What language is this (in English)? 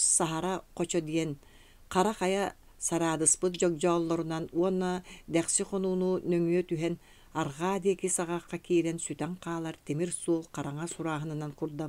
Yakut